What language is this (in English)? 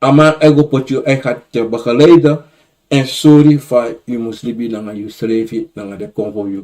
Sranan Tongo